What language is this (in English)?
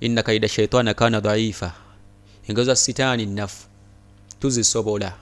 Ganda